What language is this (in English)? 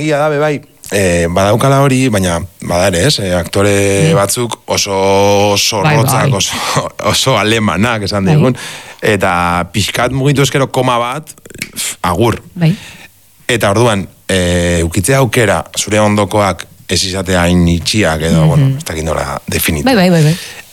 Basque